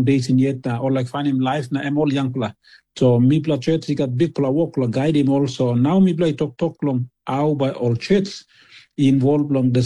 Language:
Tok Pisin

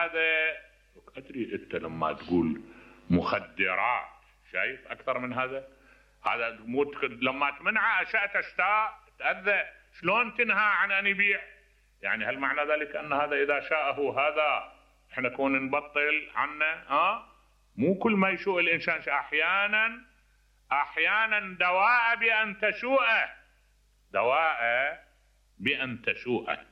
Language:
Mesopotamian Arabic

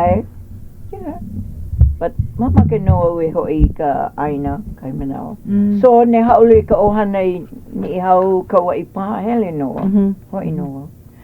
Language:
Hawaiian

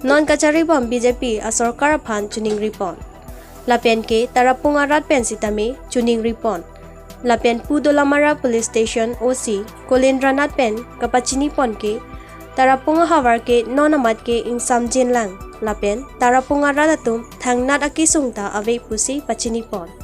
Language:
Karbi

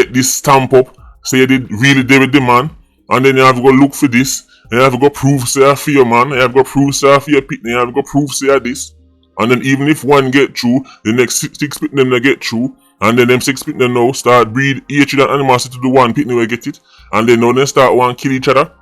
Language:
Jamaican Creole English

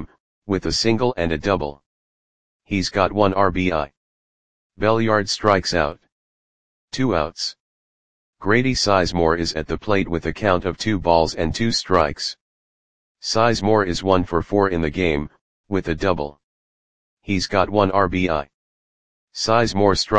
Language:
English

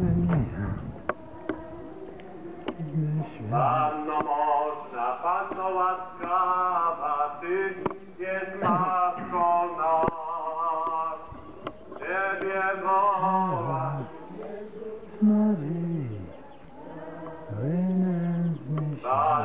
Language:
Polish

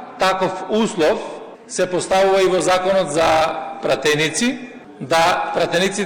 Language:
Macedonian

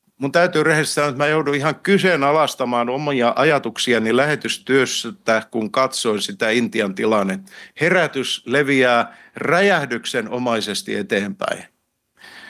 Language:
Finnish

